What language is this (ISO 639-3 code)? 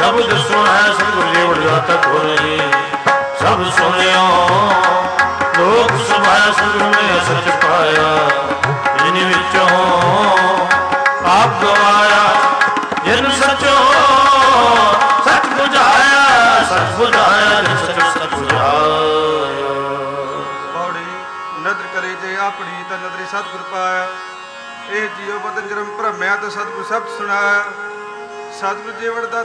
pan